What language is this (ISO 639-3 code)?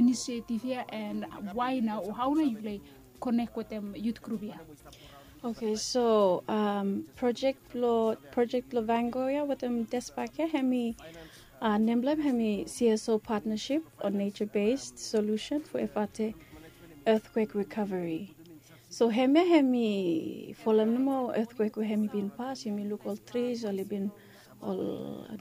bis